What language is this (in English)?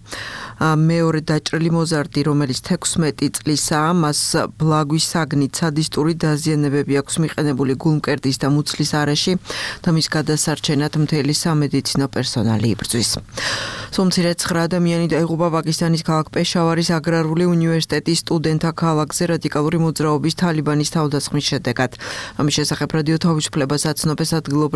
Georgian